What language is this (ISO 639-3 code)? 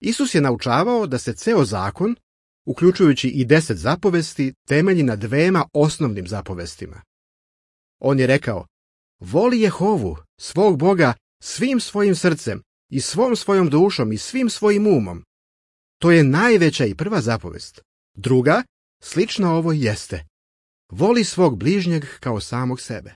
srp